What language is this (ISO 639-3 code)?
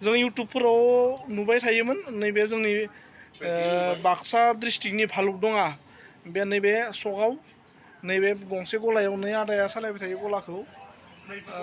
brx